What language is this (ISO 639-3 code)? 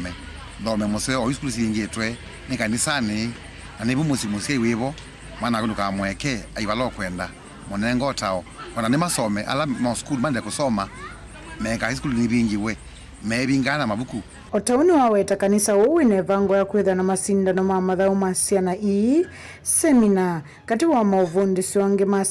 kam